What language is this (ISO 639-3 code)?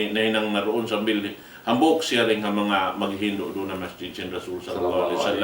tsg